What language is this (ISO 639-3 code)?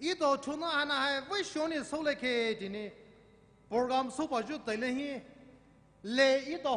pmx